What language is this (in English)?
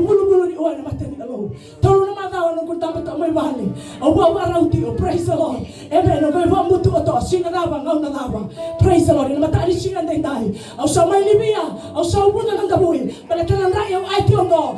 Fijian